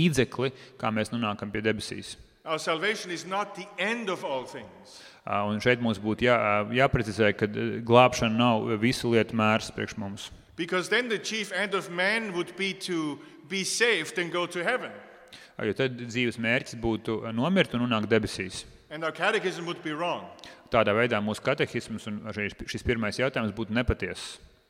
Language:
Latvian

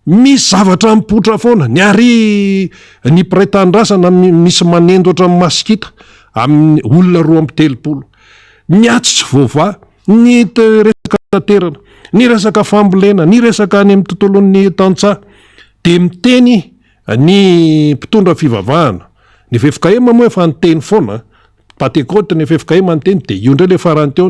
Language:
Malagasy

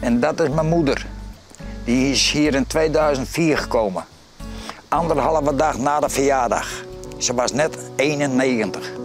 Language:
Western Frisian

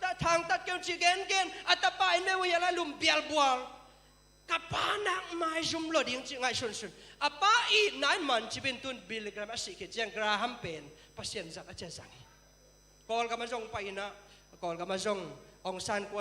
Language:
Tedim Chin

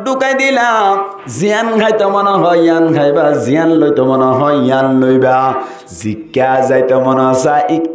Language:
Rohingya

